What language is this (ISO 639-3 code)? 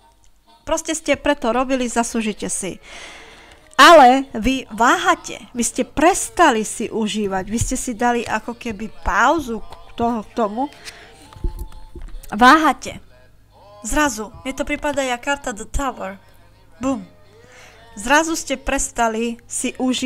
slk